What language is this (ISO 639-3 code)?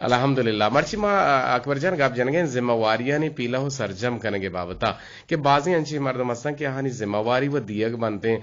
bgp